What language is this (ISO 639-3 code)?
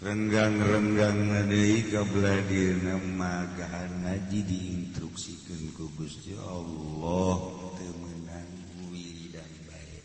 sun